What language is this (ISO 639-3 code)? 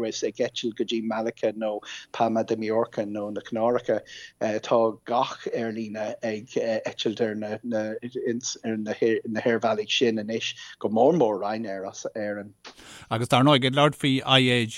gle